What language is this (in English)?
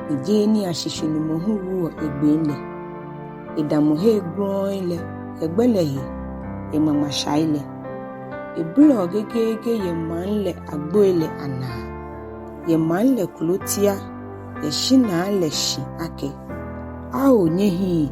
Ga